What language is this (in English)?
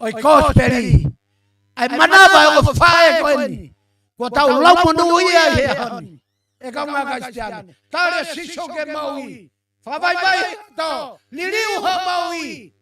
Tongan